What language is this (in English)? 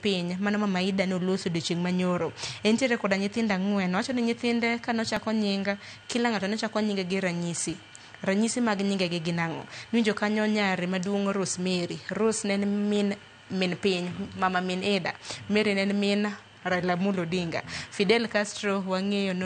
Luo (Kenya and Tanzania)